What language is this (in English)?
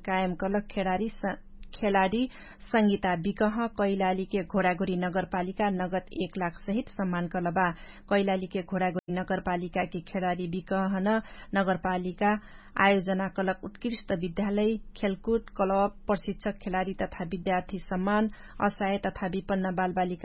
Dangaura Tharu